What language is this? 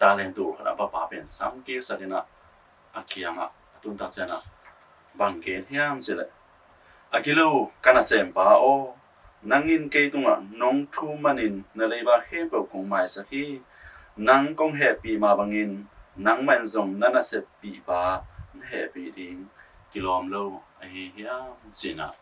Tedim Chin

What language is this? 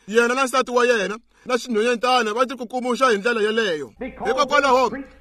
Tsonga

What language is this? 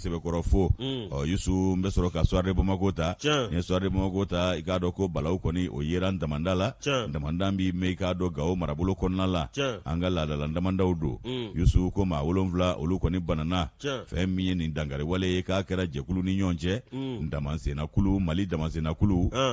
Bambara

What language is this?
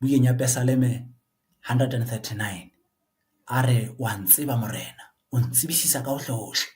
Southern Sotho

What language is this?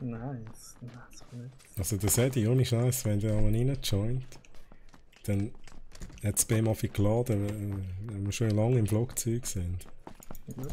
Swiss German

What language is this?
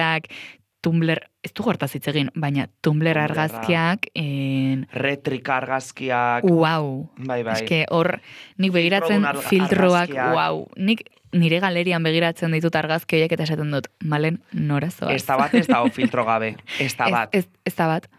Basque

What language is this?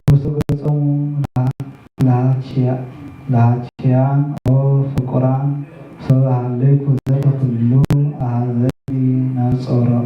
Geez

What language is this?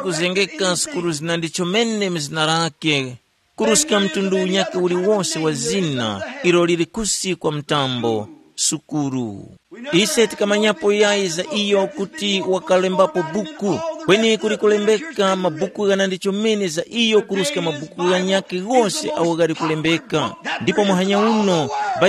Tumbuka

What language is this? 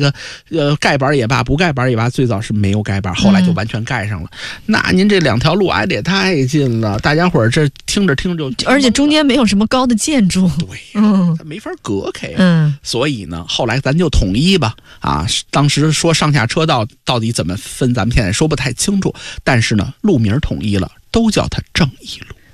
Chinese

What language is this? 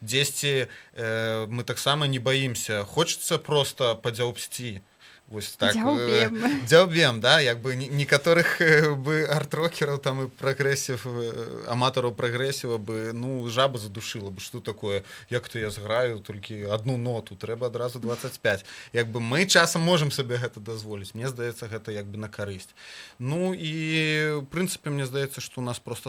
Belarusian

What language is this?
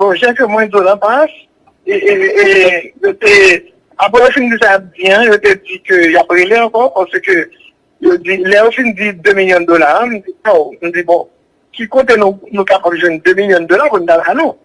Haitian Creole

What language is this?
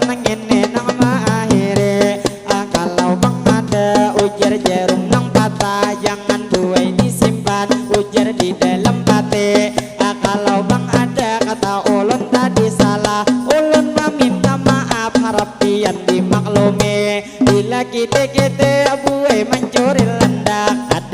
Banjar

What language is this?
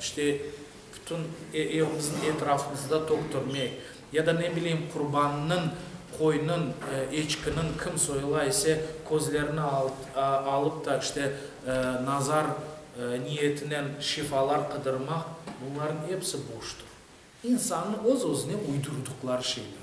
Crimean Tatar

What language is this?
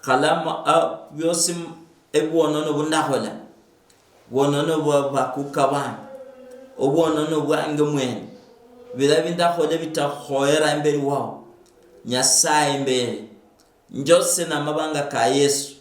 Luyia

